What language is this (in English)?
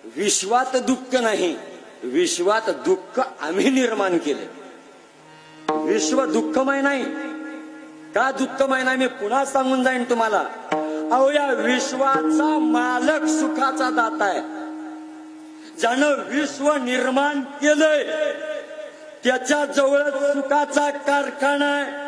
Marathi